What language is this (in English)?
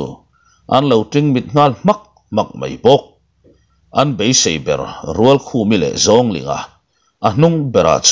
Mizo